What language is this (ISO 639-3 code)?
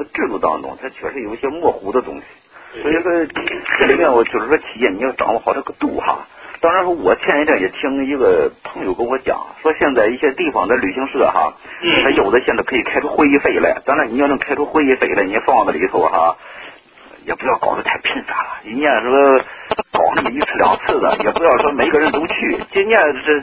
zho